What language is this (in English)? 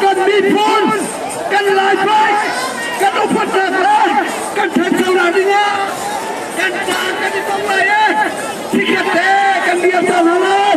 Hakha Chin